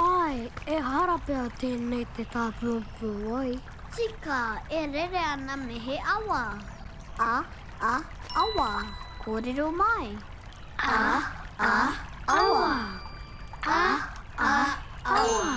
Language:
Māori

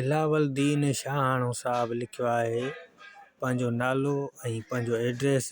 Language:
Sindhi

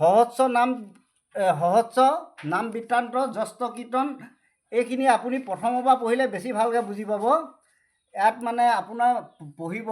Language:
Assamese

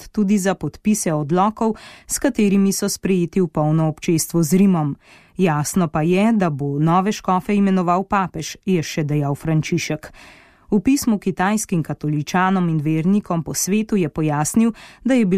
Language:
Slovenian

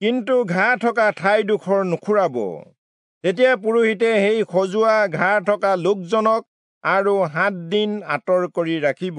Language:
Assamese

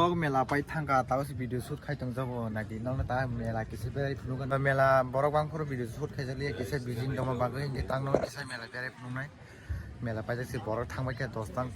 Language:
Kok Borok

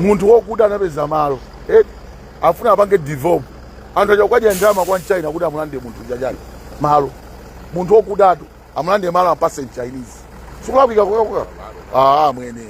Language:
Nyanja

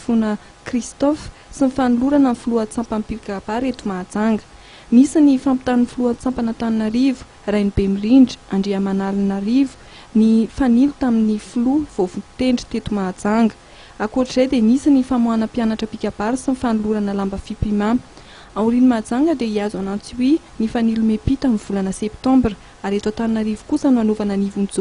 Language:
Malagasy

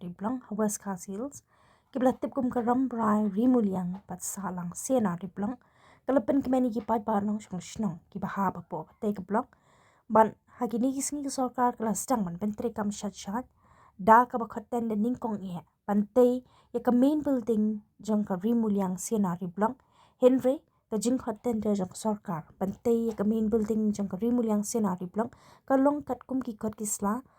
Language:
Khasi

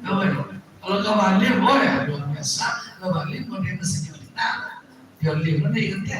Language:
Minangkabau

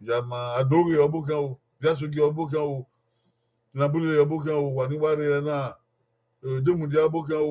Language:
Bini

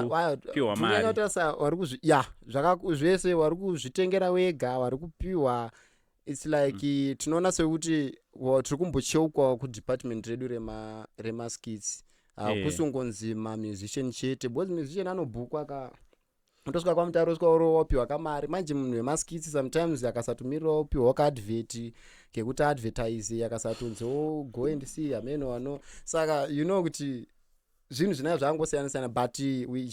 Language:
Shona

